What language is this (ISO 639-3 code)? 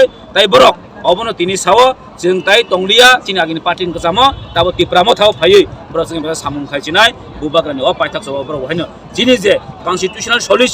trp